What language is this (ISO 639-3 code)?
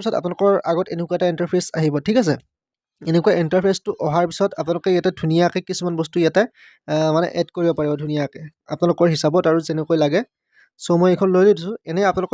asm